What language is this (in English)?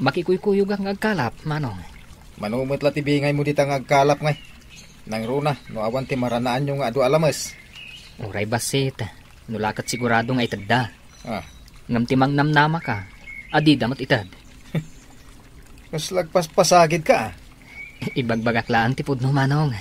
Iloko